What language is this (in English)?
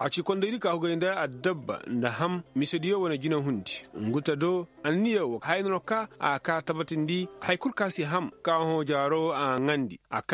Koyraboro Senni